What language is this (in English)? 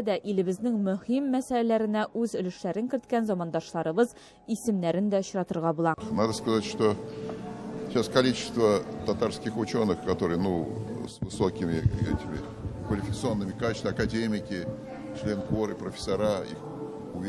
Tatar